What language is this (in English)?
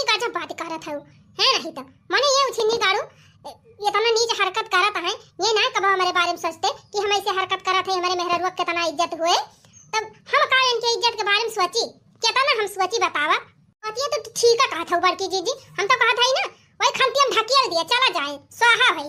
Awadhi